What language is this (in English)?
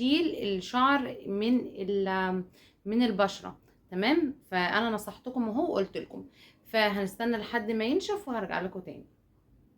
Egyptian Arabic